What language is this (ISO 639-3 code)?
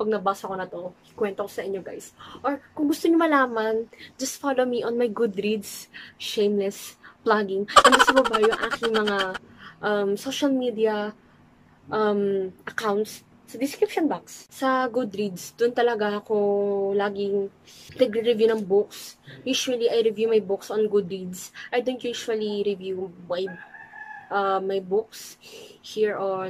fil